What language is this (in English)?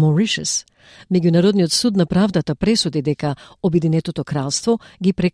Macedonian